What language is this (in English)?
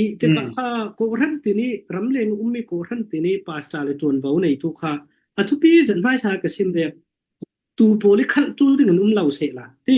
Falam Chin